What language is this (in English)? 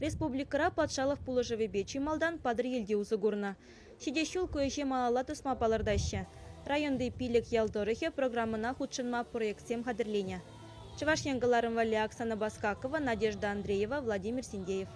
Chuvash